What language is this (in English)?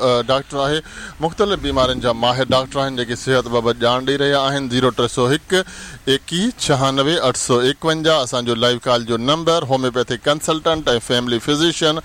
Sindhi